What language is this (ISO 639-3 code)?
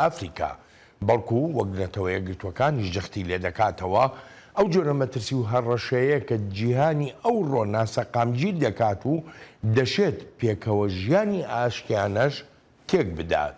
ckb